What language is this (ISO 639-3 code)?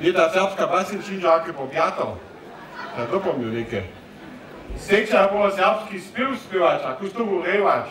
hsb